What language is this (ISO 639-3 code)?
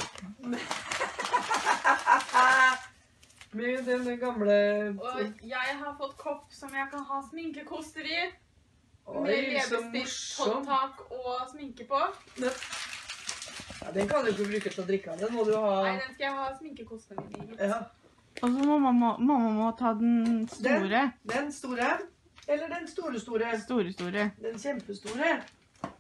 nor